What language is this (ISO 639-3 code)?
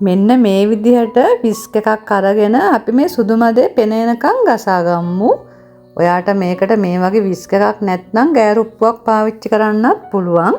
sin